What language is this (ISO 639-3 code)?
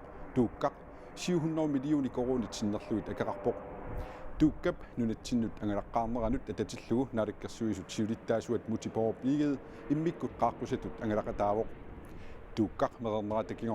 kal